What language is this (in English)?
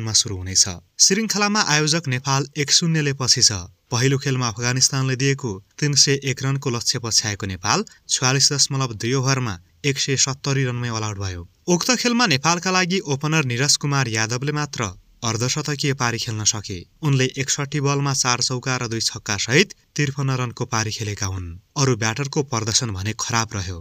Nepali